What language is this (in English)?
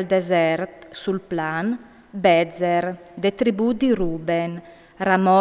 Friulian